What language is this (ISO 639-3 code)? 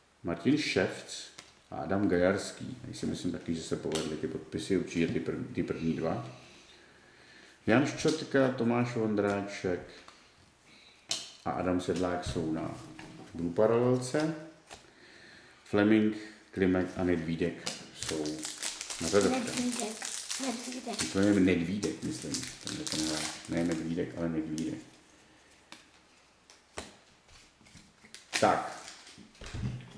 ces